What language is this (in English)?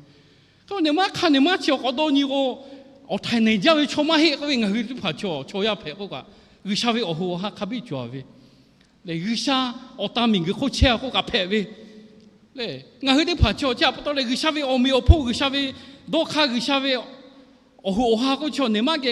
Lahu